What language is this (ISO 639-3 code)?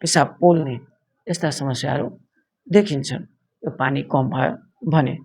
nep